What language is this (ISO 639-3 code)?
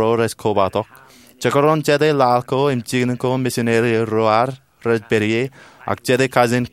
mah